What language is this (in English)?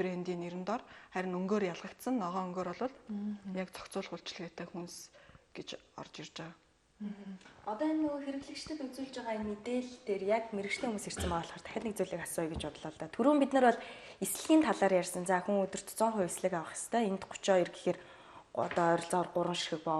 Mongolian